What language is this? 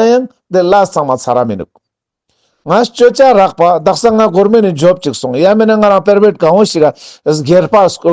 Ladakhi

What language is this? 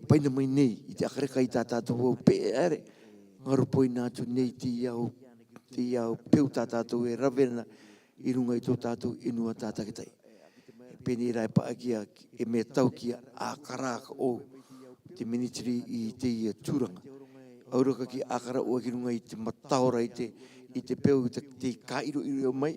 Rarotongan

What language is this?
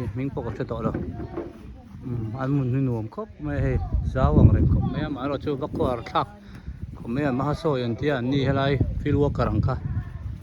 Hmar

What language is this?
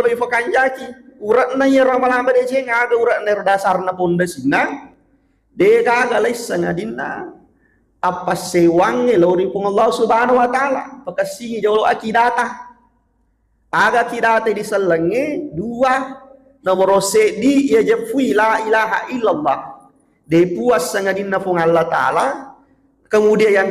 Buginese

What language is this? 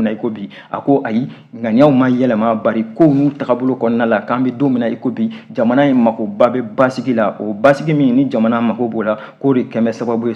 Bambara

